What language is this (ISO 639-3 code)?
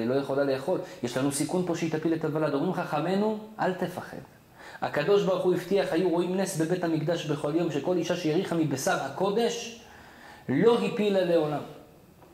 heb